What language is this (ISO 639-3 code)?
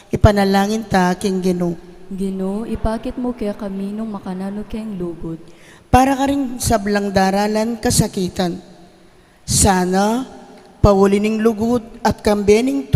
pam